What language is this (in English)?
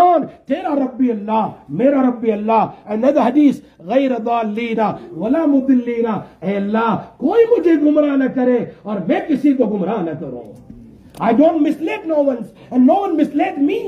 Urdu